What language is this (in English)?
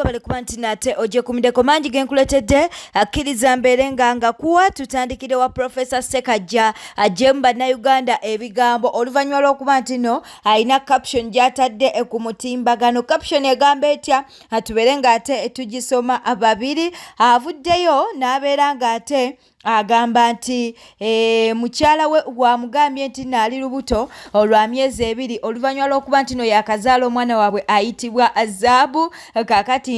Ganda